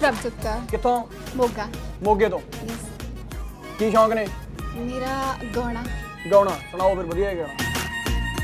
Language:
Punjabi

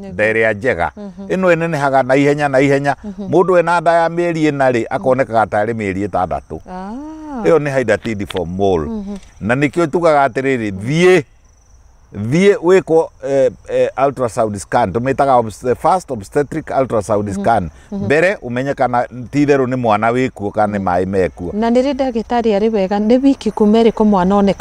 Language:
Kikuyu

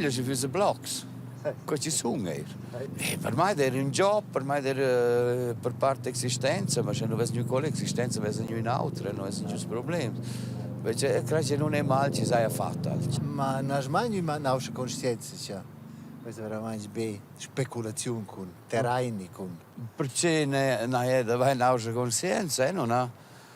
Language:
Romansh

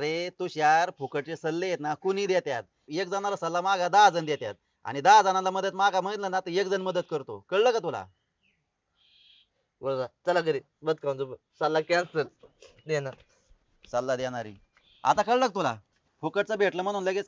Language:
Marathi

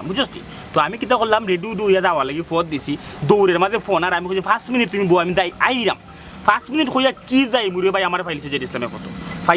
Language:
Sylheti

